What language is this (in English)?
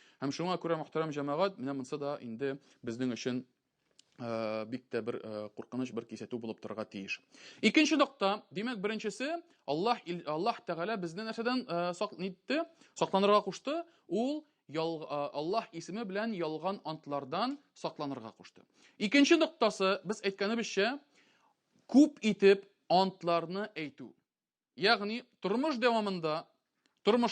Tatar